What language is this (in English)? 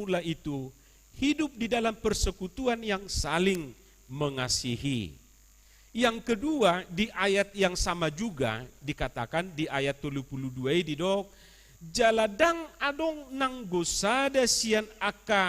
Batak Toba